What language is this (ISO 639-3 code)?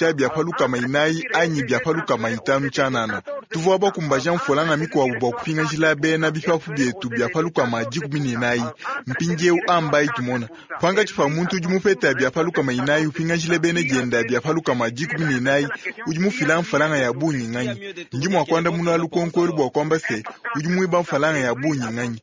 lua